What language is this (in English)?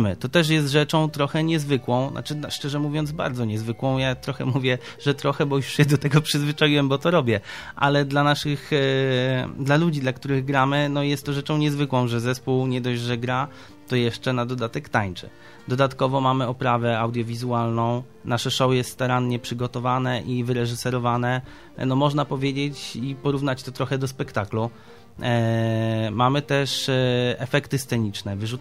Polish